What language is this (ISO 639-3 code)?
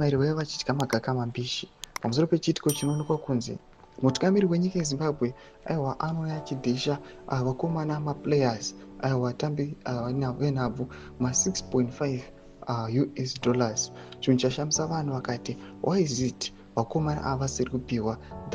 sna